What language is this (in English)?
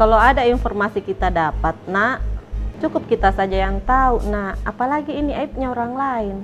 Makassar Malay